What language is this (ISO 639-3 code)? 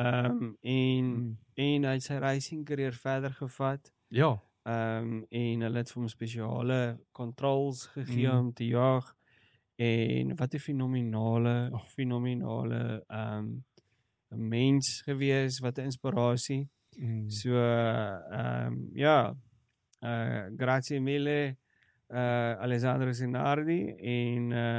afr